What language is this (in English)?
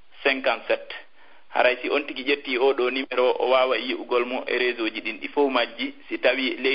Fula